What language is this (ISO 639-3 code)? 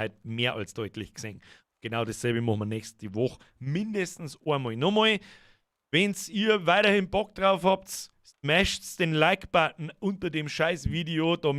bar